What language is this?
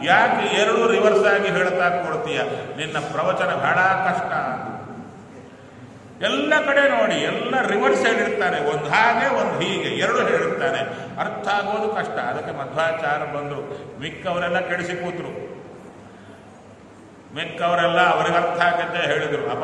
Kannada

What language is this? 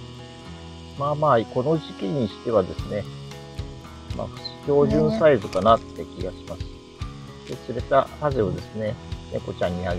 Japanese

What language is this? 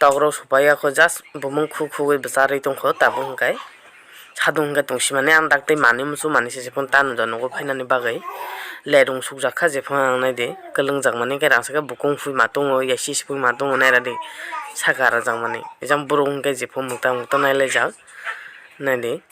Kok Borok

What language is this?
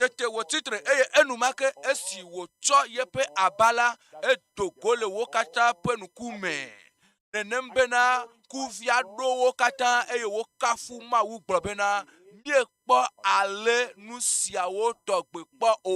Ewe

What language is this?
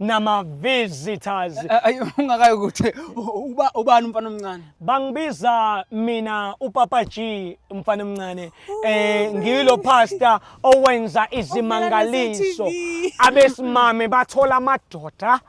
Zulu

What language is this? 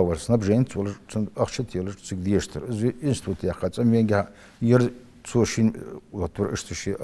Ingush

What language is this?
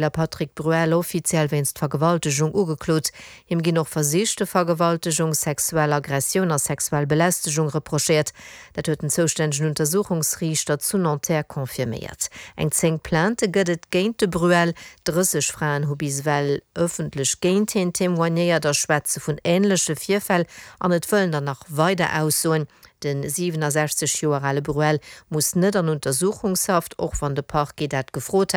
Luxembourgish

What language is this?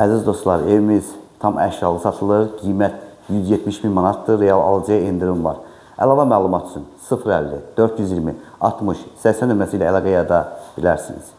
Azerbaijani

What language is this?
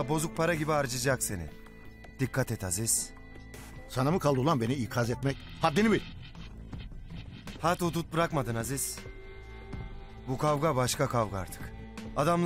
Turkish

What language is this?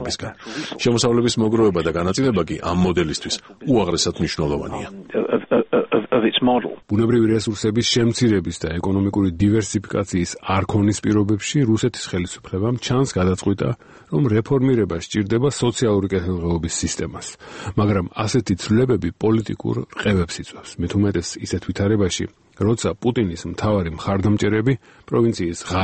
Georgian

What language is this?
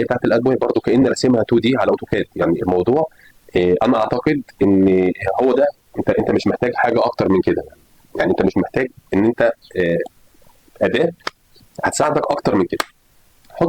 Egyptian Arabic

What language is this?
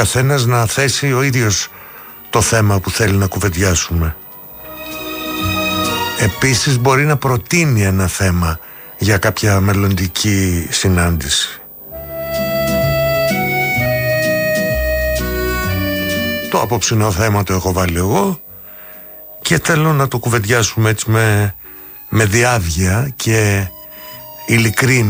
Greek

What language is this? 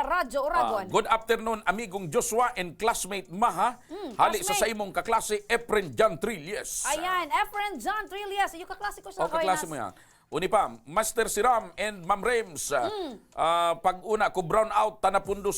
Bikol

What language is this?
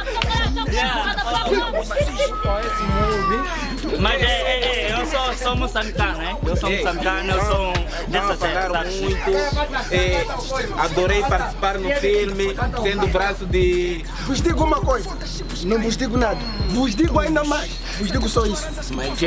Portuguese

